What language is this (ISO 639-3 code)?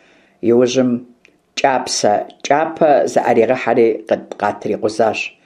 kbd